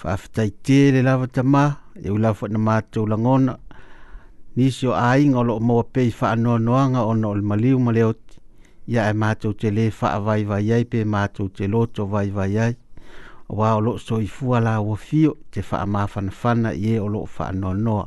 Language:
Samoan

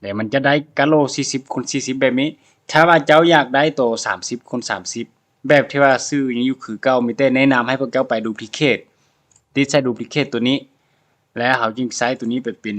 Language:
Lao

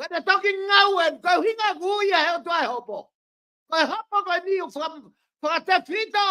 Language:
Tongan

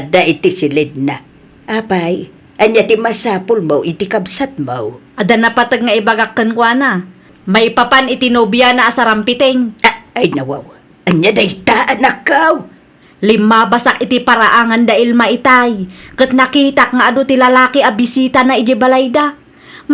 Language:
Iloko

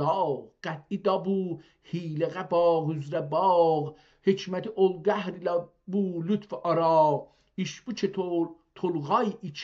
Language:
South Azerbaijani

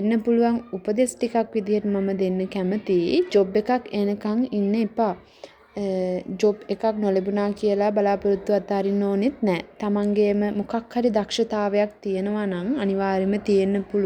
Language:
Sinhala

